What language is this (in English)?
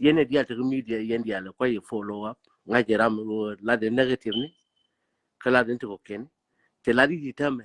Nuer